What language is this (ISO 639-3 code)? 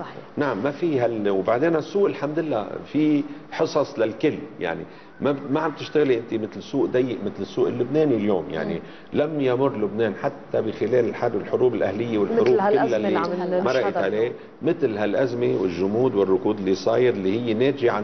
apc